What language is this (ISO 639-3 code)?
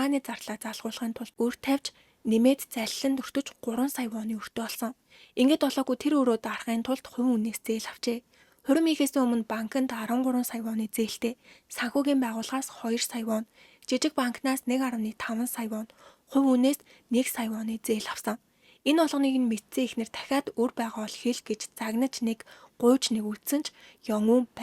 mon